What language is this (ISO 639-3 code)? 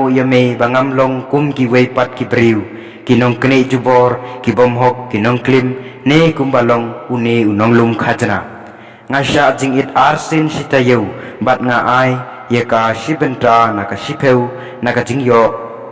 kha